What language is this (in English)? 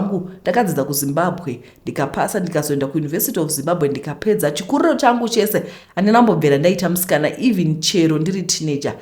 Shona